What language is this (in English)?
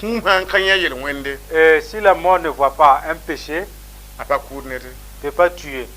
Mossi